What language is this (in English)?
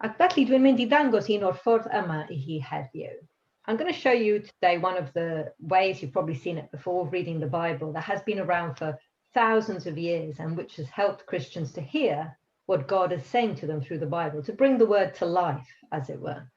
Welsh